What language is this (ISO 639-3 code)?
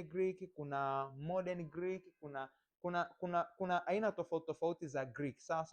swa